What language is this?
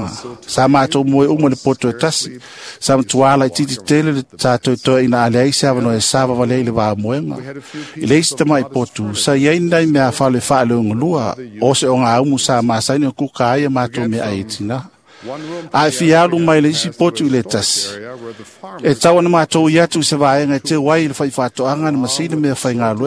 Samoan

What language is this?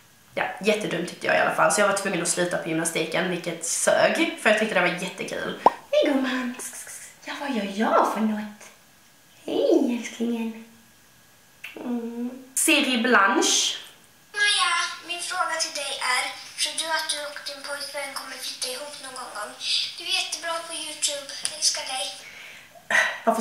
Swedish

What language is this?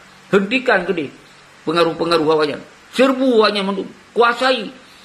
Achinese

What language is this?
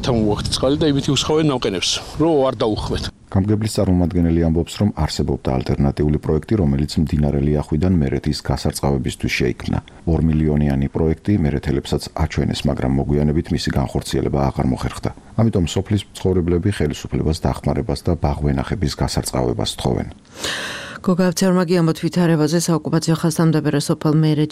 Georgian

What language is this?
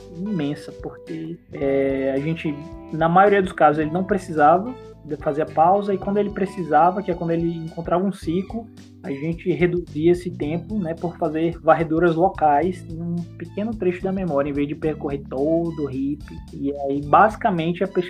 Portuguese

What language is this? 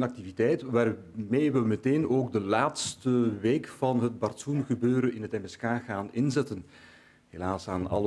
Dutch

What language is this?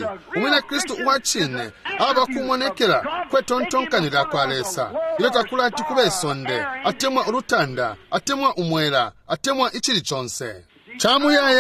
Bemba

